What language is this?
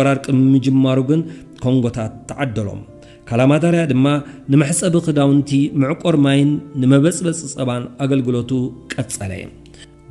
Tigrinya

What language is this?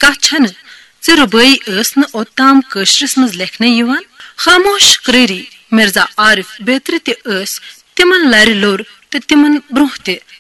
Kashmiri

